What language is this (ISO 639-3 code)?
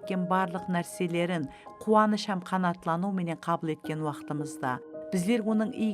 kaa